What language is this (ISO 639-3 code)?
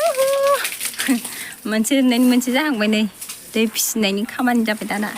brx